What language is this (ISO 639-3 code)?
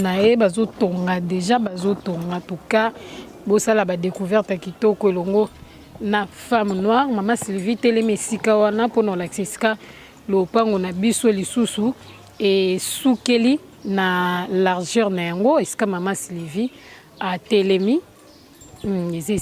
lin